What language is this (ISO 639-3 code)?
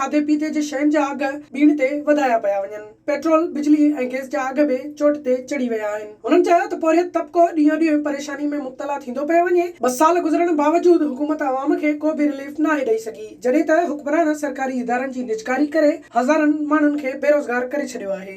snd